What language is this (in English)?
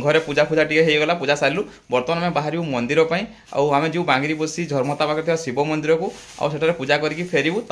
Odia